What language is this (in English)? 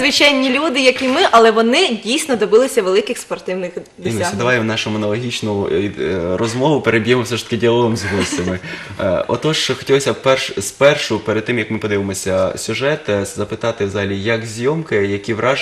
Ukrainian